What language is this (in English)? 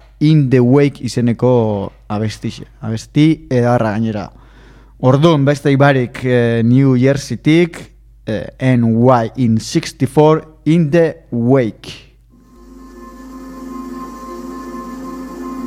Basque